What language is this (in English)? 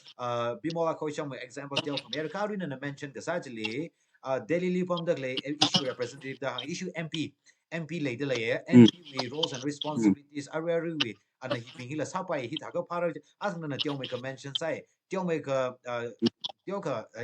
Tangkhul Naga (India)